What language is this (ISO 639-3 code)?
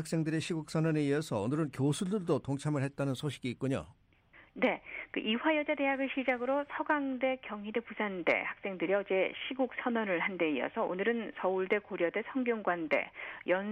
kor